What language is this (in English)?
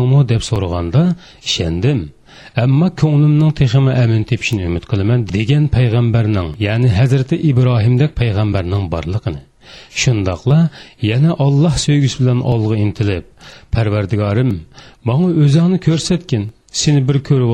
Uyghur